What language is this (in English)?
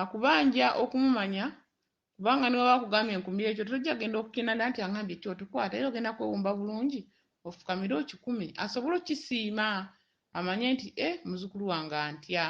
Ganda